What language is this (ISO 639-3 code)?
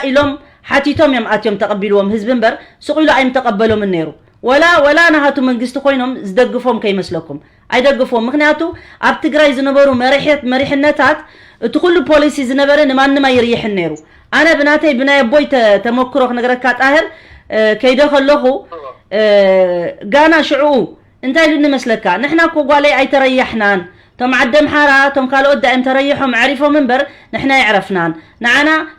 tir